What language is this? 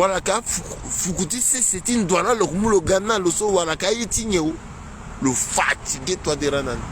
Sango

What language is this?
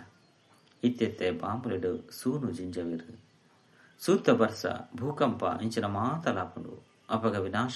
Tulu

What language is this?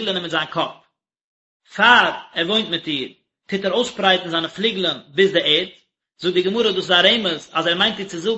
Yiddish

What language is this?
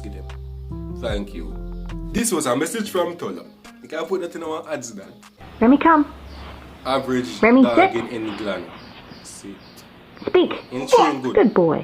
Jamaican Creole English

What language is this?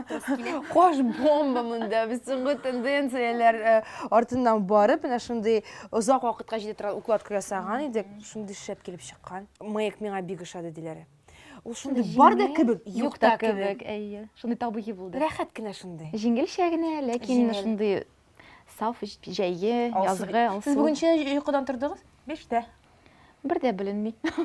Tatar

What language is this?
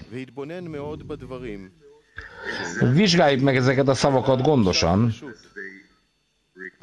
Hungarian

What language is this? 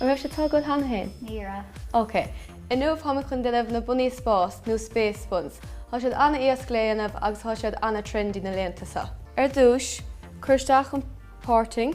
Irish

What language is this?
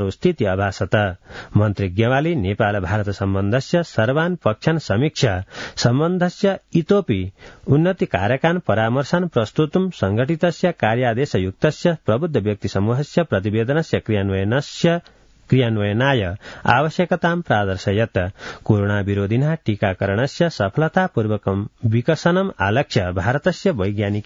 Sanskrit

